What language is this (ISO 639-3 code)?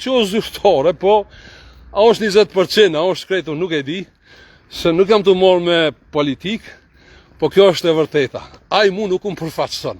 sqi